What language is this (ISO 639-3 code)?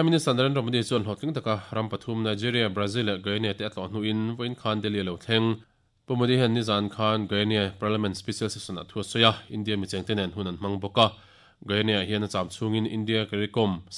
lus